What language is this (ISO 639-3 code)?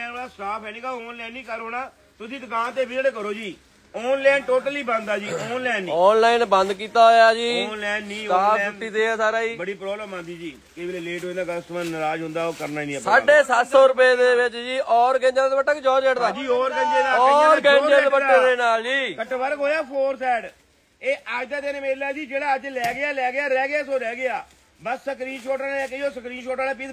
pan